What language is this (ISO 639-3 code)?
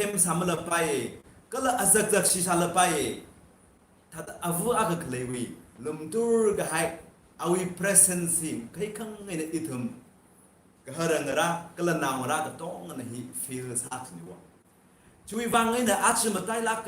nmf